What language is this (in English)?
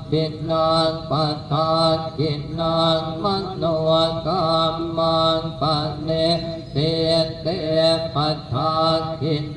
Pali